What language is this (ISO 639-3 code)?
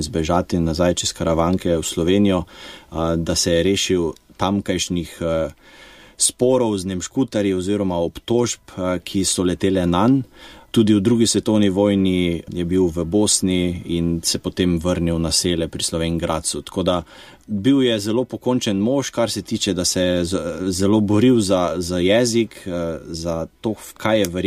slv